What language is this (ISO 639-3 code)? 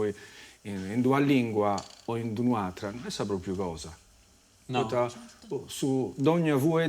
srd